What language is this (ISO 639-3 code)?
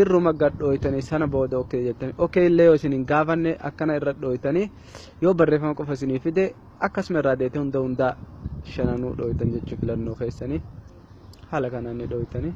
orm